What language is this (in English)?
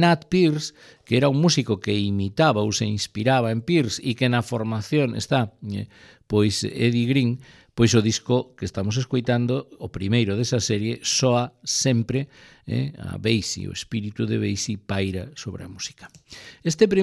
Galician